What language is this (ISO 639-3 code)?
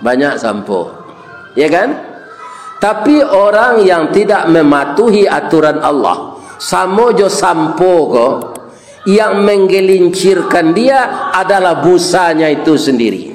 min